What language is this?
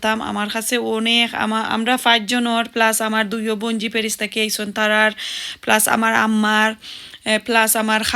Sylheti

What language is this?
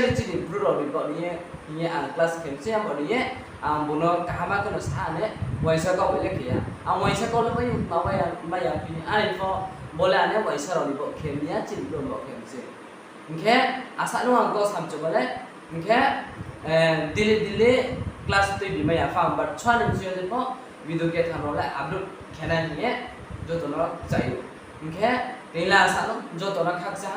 Riang (India)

